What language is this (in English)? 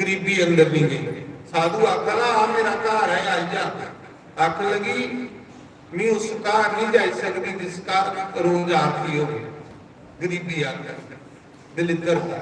Dogri